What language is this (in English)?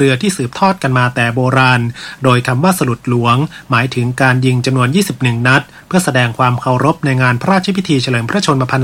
Thai